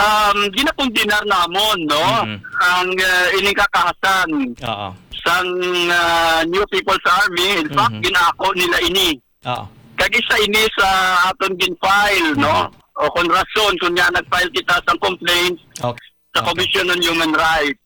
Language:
Hiligaynon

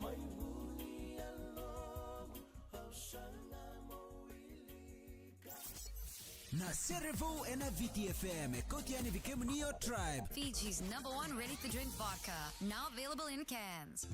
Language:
Fijian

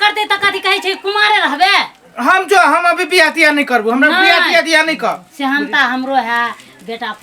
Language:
Maithili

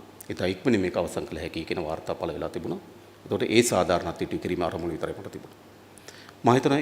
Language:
Sinhala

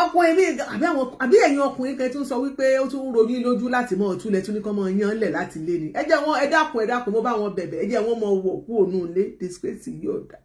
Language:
Yoruba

